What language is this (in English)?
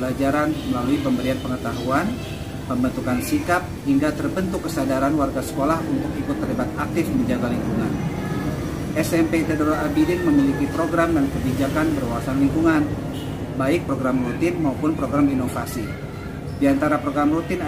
Indonesian